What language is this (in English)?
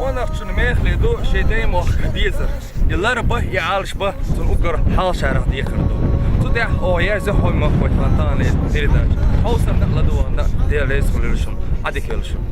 Chechen